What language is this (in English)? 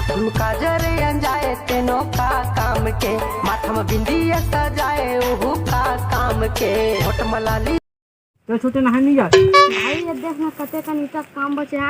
Chhattisgarhi